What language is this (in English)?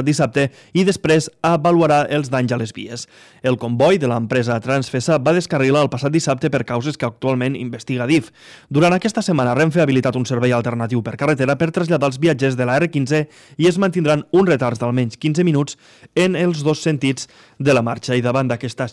Catalan